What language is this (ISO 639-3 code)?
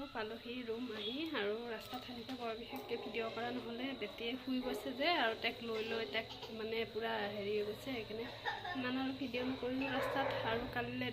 asm